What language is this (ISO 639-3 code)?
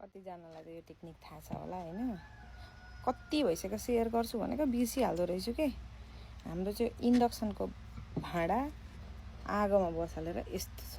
nep